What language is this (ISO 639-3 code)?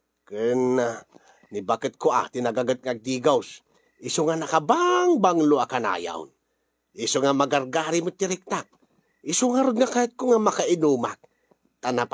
ilo